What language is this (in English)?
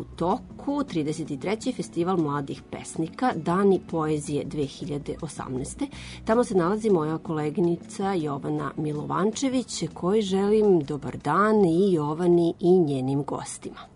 Serbian